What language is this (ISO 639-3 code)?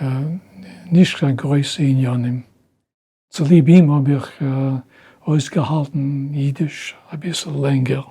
yid